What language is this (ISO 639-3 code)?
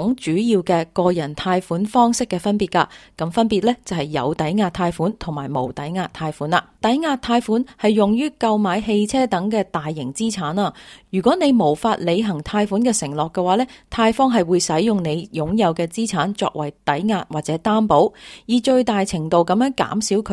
yue